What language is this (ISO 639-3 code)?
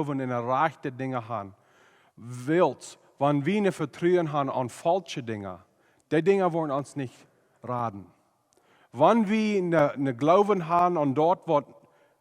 pdt